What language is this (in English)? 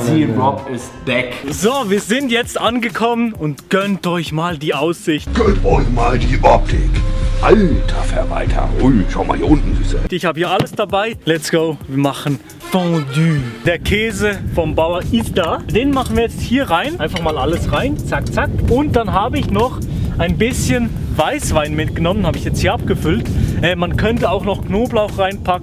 Swiss German